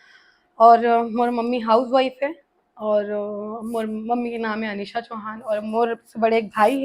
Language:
Chhattisgarhi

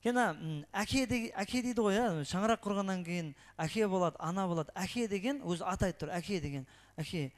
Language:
Kara-Kalpak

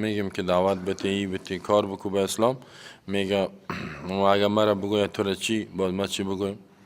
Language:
Persian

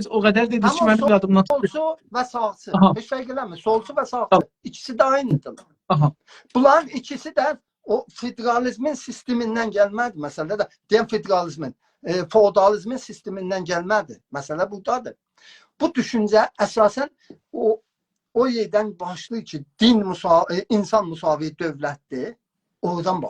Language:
South Azerbaijani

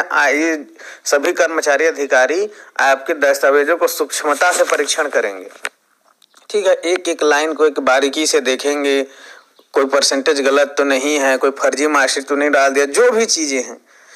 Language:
Hindi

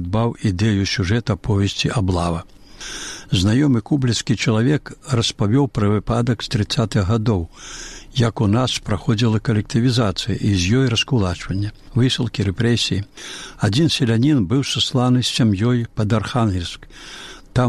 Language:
Belarusian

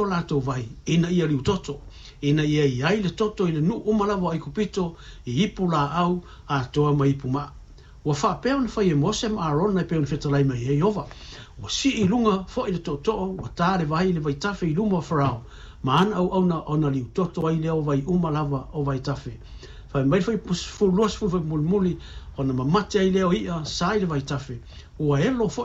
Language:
Samoan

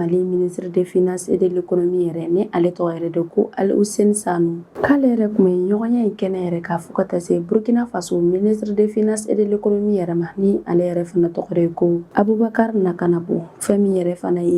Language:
Bambara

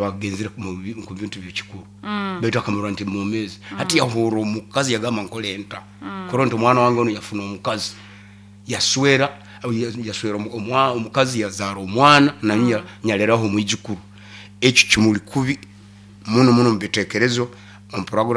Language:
Nyankole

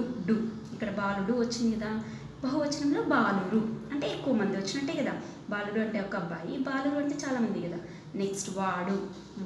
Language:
Telugu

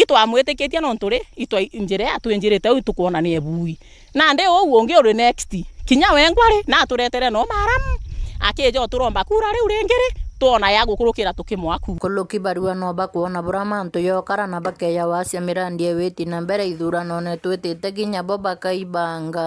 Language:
Meru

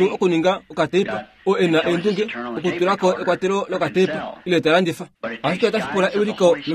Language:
Kuanyama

